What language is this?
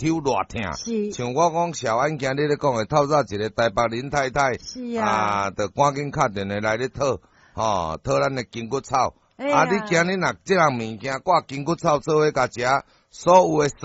Min Nan Chinese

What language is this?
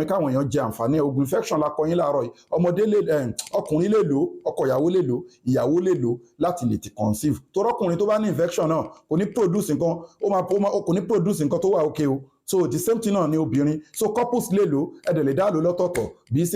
Yoruba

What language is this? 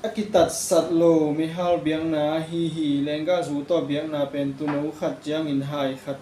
Tedim Chin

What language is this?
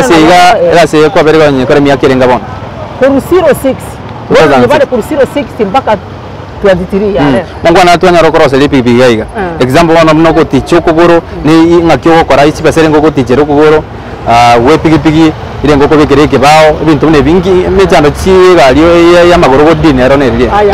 Gusii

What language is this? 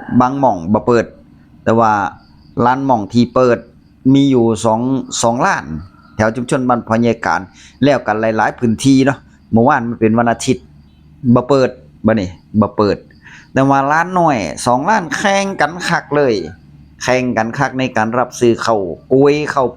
Northeastern Thai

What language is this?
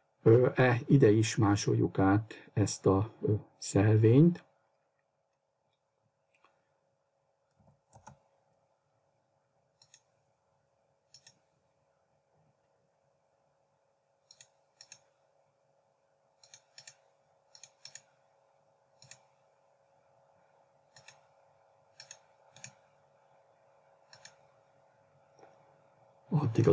Hungarian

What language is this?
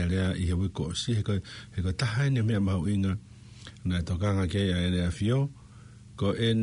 Tongan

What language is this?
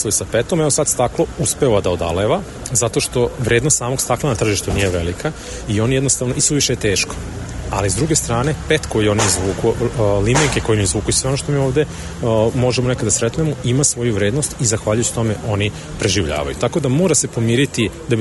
Serbian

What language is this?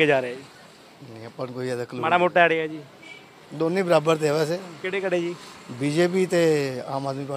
Punjabi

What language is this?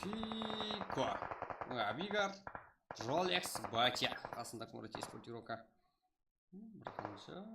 Kara-Kalpak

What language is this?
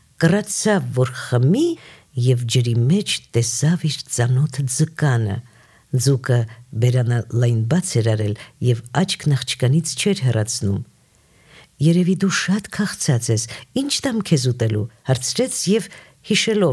Armenian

